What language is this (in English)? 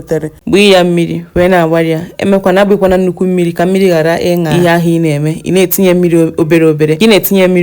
Igbo